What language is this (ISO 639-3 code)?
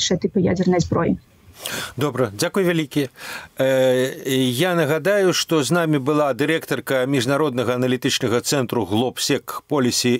bel